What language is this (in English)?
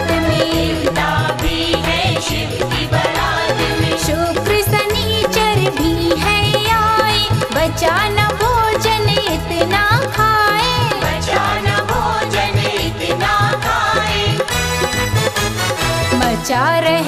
Chhattisgarhi